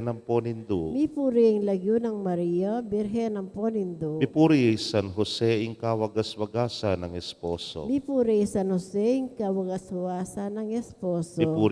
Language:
Pampanga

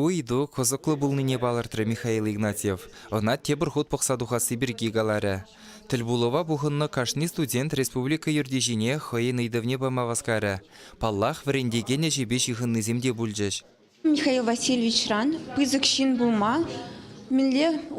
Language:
Chuvash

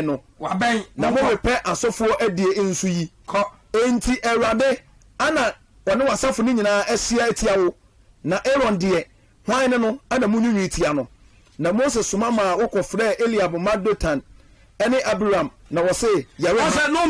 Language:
Akan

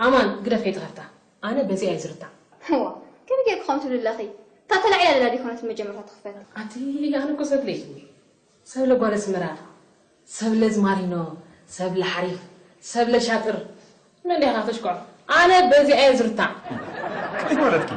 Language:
Tigrinya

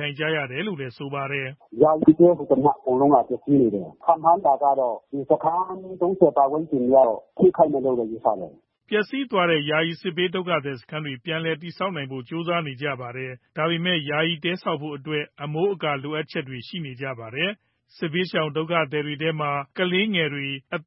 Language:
Burmese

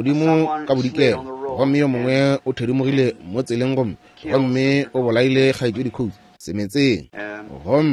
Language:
Northern Sotho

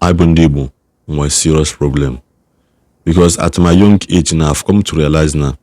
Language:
Igbo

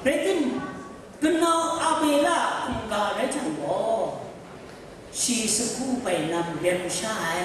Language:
Kachin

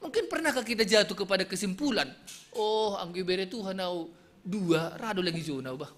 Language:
Batak Simalungun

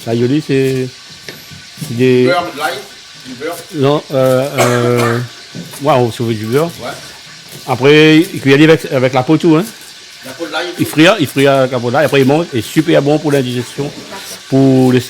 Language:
Réunion Creole French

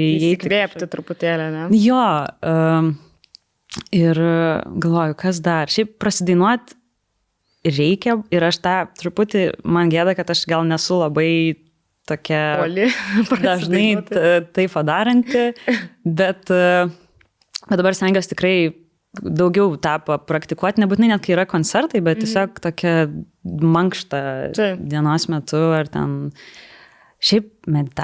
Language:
Lithuanian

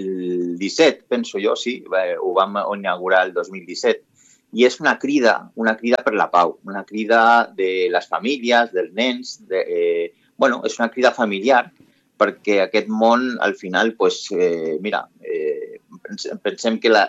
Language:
Catalan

